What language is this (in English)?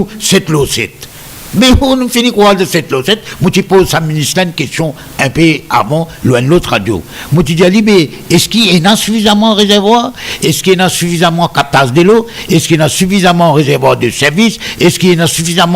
Morisyen